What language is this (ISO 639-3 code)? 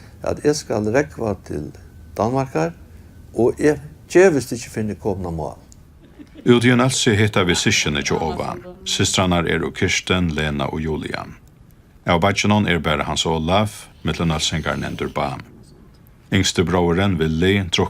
fao